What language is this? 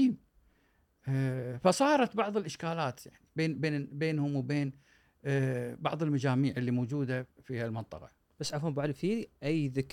Gulf Arabic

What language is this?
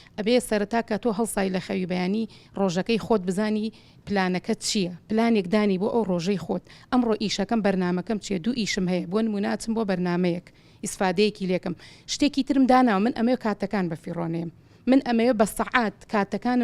Central Kurdish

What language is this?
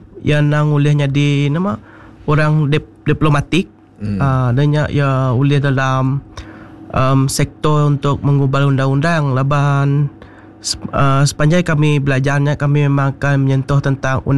Iban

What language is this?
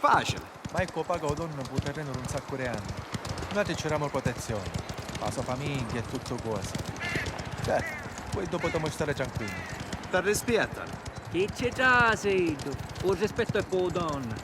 Sicilian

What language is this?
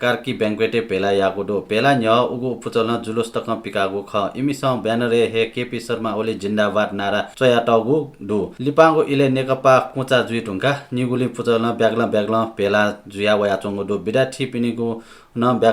Newari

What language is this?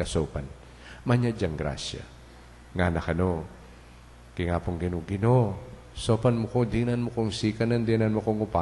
Pampanga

